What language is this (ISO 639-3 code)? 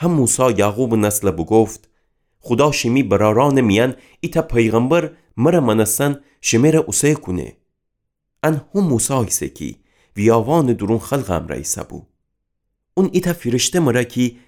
glk